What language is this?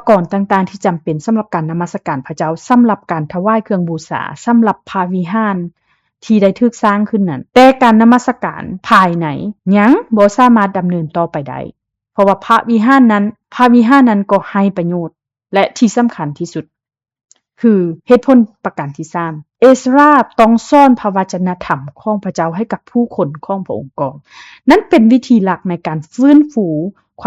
Lao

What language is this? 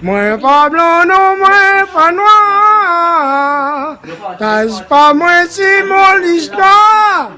Réunion Creole French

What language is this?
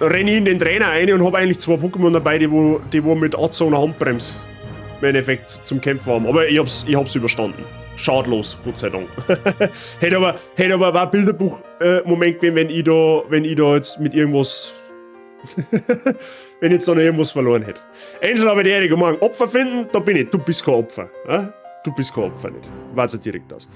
Bavarian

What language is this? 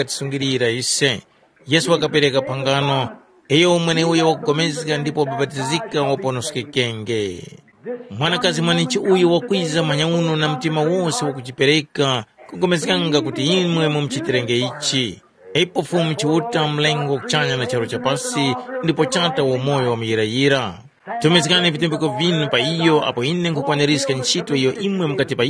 Tumbuka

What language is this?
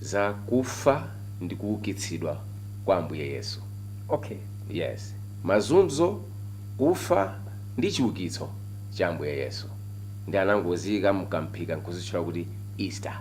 Nyanja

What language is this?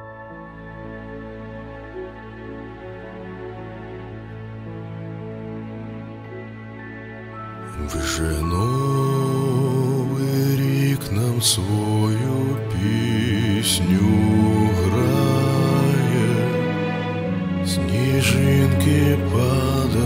Ukrainian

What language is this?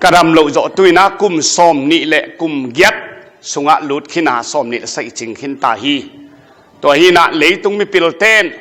Tedim Chin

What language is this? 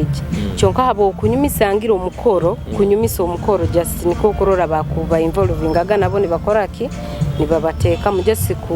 Nyoro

